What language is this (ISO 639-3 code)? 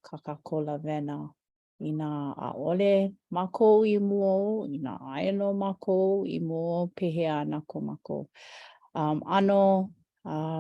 haw